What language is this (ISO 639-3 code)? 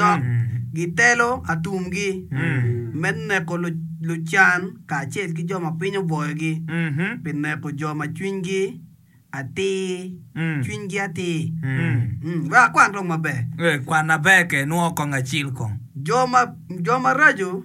ach